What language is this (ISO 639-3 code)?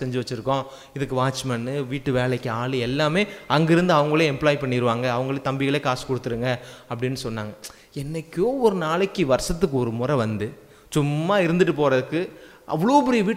tam